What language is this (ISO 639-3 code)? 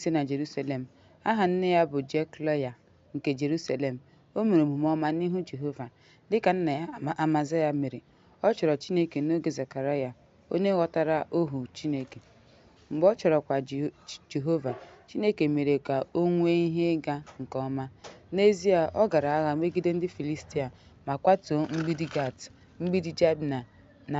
ibo